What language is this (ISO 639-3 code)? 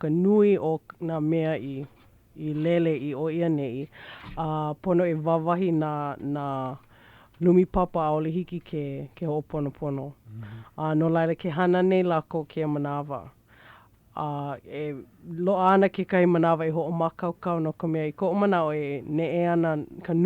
haw